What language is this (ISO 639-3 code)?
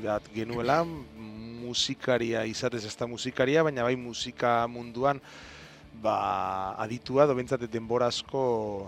eus